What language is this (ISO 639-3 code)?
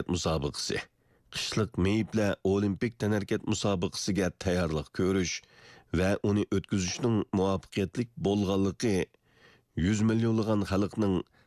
uig